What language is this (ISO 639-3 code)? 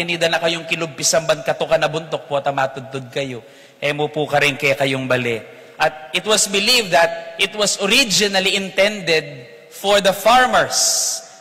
pam